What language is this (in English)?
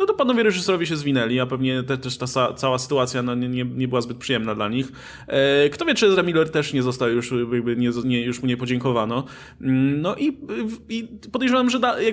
Polish